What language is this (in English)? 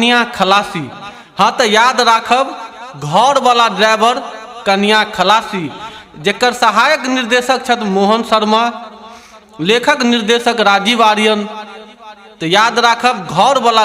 Maithili